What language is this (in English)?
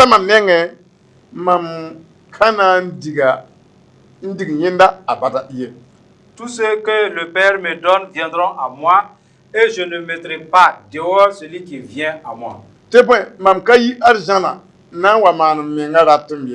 Mossi